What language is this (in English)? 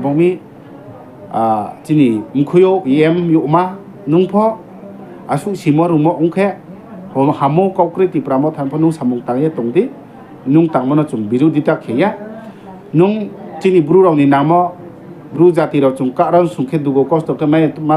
Riang (India)